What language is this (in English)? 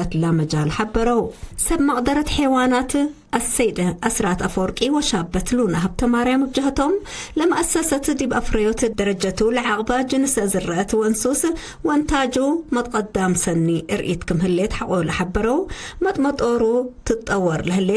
Tigre